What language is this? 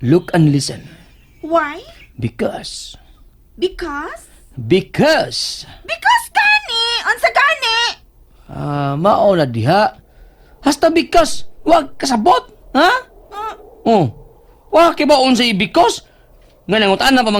Cebuano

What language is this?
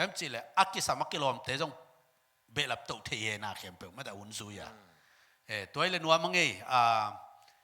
Tedim Chin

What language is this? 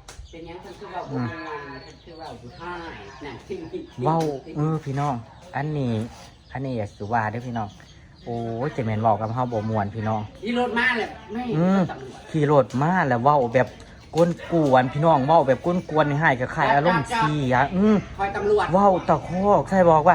Northeastern Thai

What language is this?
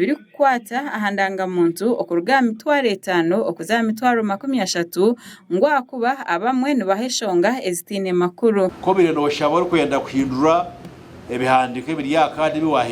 Nyankole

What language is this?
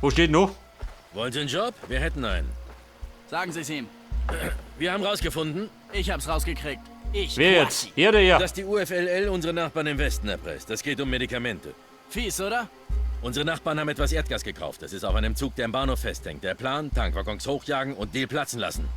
Bavarian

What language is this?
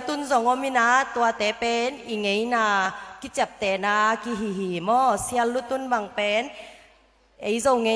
Tedim Chin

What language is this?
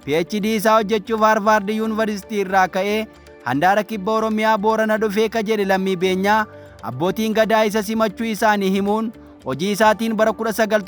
Oromo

